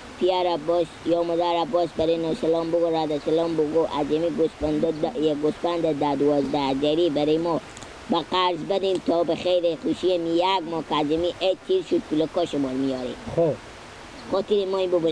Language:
Persian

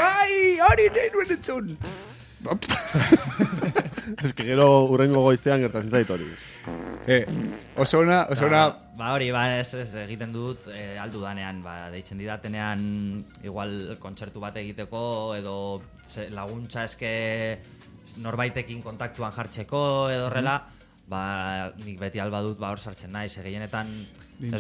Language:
Basque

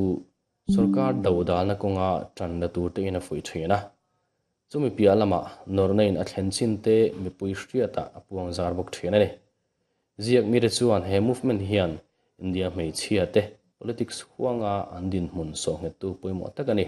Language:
Mizo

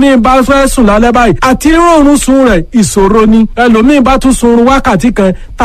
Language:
Yoruba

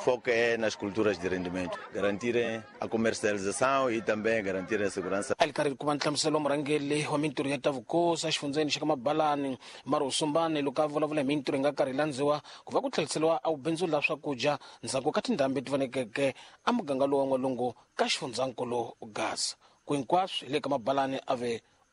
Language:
Tsonga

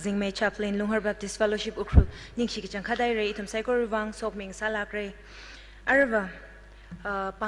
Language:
Tangkhul Naga (India)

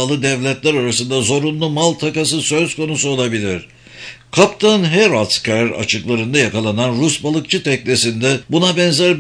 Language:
Turkish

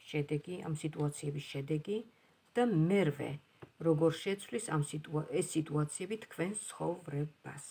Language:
Georgian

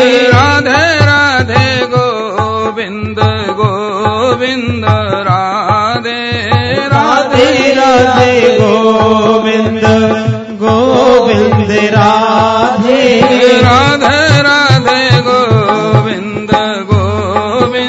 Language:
Hindi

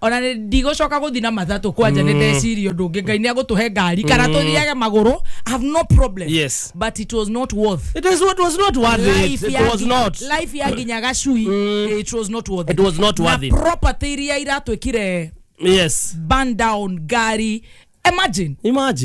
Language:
Kikuyu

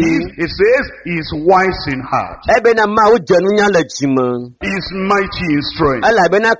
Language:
Ewe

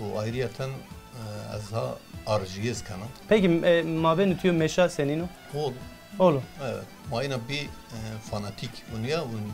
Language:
Zaza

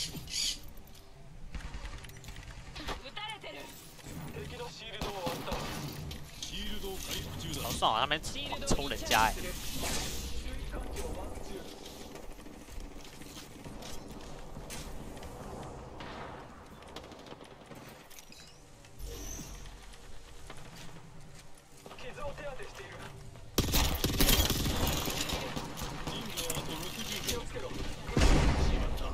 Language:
Japanese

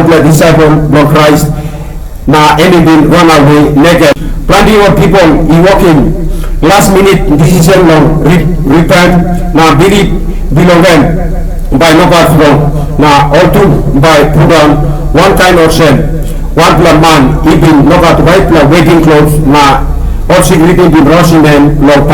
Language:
Tok Pisin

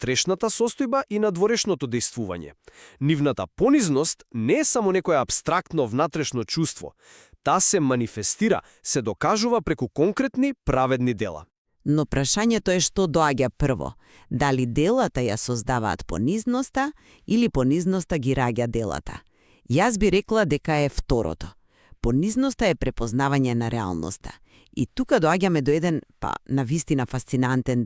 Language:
Macedonian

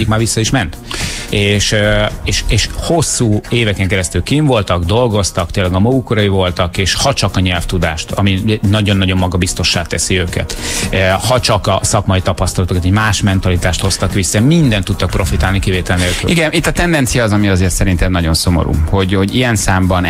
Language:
Hungarian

